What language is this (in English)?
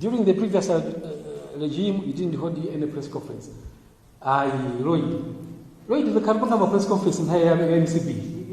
Nyanja